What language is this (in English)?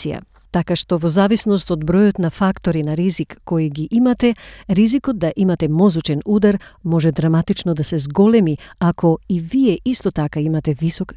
Macedonian